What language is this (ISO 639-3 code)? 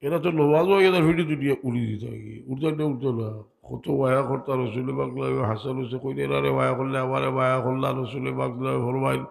syl